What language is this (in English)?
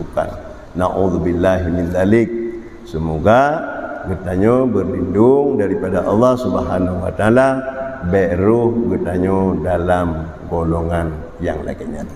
Achinese